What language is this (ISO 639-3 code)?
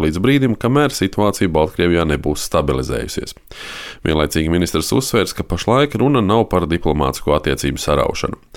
lav